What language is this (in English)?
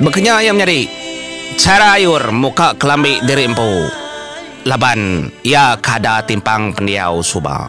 Iban